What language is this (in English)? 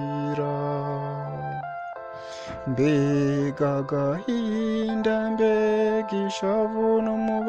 Kinyarwanda